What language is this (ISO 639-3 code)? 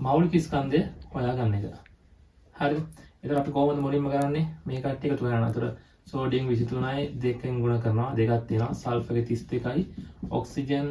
sin